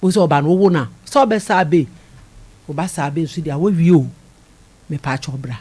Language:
Akan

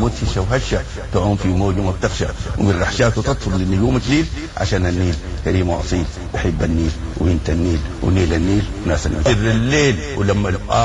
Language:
Sudanese Arabic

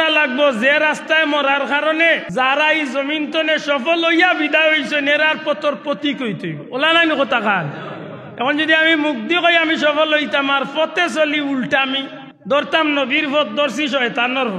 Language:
Sylheti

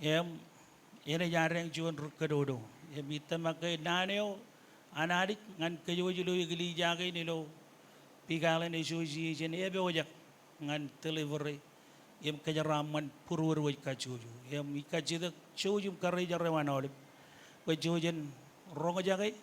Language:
Marshallese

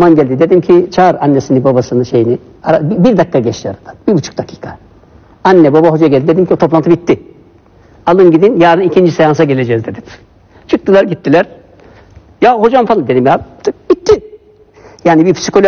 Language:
Turkish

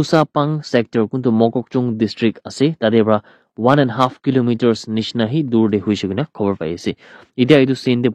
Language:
Naga Pidgin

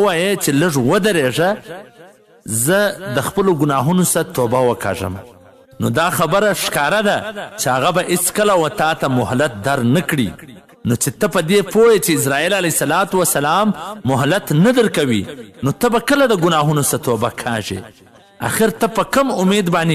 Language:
Pashto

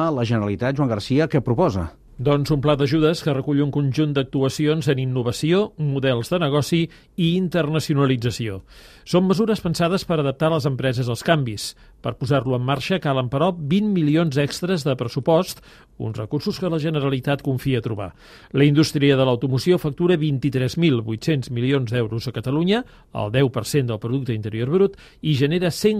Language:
Catalan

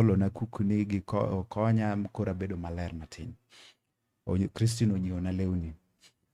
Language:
Luo (Kenya and Tanzania)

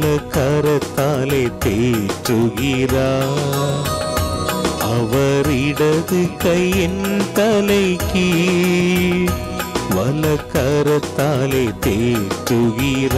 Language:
Tamil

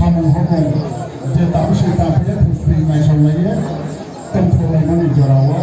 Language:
Kok Borok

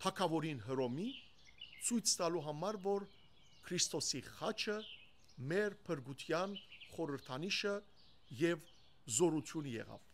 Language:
Western Armenian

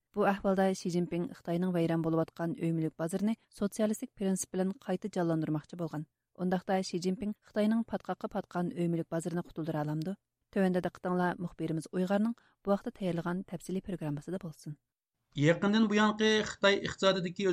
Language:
Uyghur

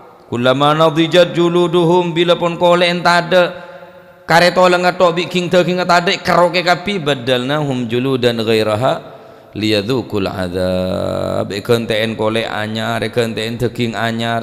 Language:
Madurese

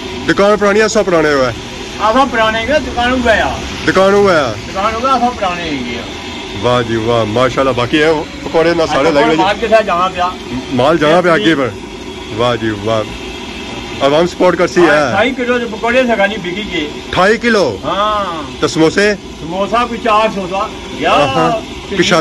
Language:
Pahari-Potwari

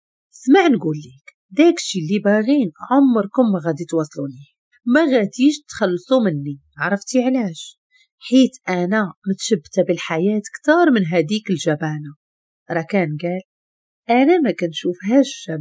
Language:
Moroccan Arabic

